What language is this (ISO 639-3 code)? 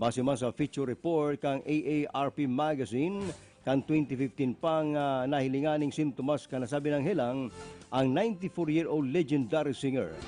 bik